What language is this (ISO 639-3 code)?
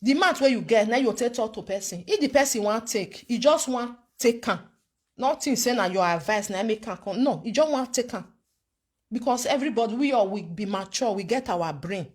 pcm